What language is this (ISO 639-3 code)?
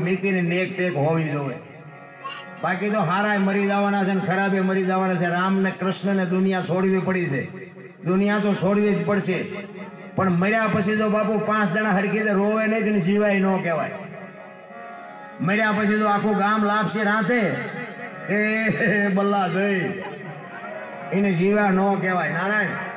guj